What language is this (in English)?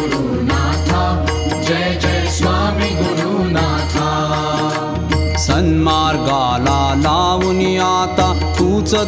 Marathi